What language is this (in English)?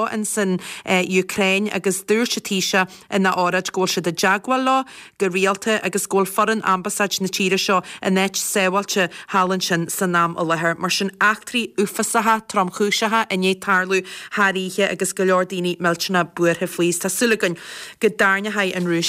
Irish